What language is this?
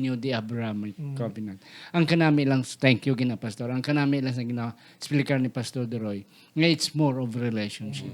Hiligaynon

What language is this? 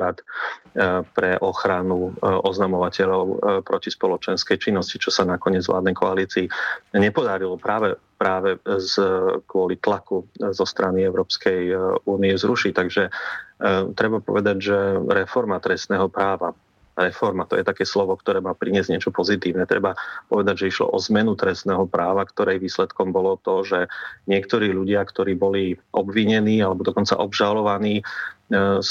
Slovak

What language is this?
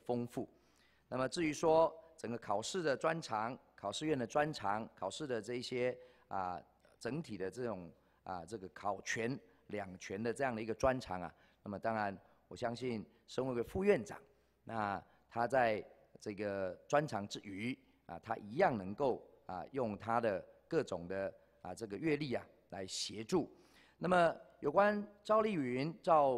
Chinese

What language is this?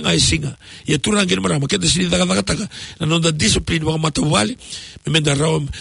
Fijian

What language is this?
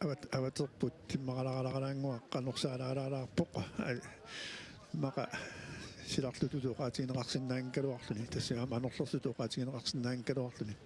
Kalaallisut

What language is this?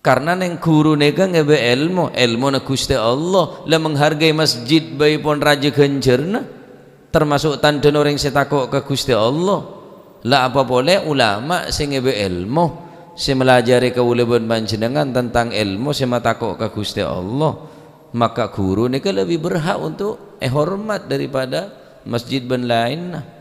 Madurese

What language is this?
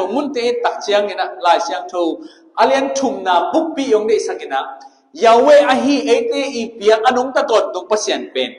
Tedim Chin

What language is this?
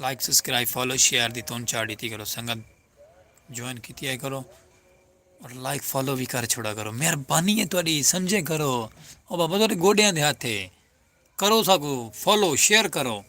Saraiki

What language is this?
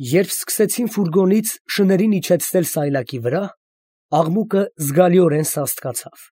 Armenian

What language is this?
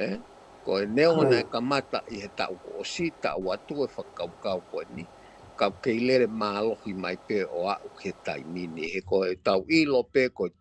Tongan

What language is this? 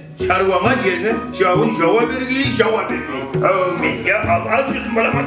Kara-Kalpak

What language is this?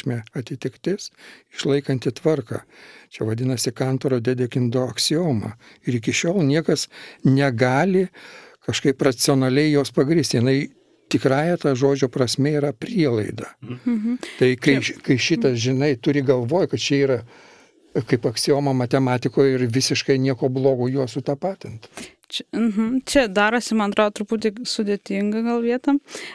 Lithuanian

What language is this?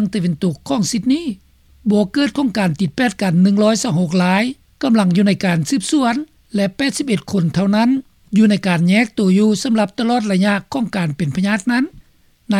Lao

